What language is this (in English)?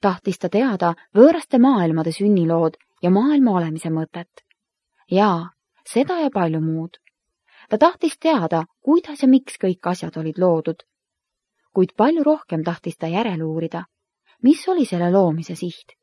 Estonian